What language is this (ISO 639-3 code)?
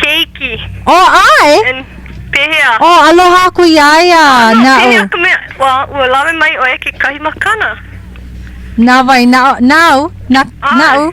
haw